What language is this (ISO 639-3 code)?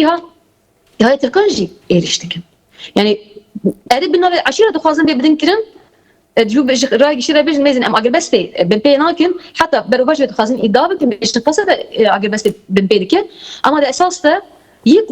kur